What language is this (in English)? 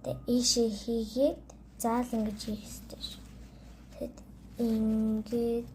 Mongolian